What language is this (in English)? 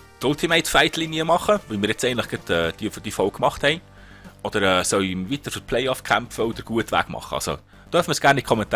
Swiss German